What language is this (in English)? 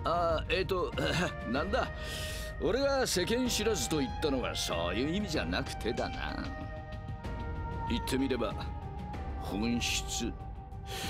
Japanese